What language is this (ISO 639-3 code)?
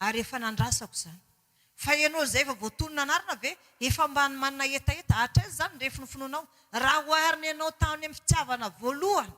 mlg